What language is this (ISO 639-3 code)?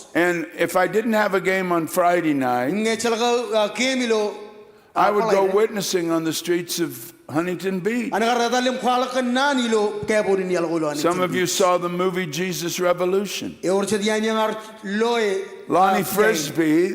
mah